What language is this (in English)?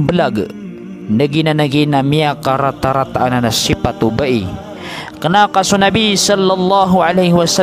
Maranao